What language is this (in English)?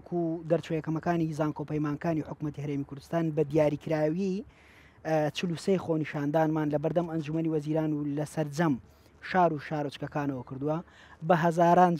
Central Kurdish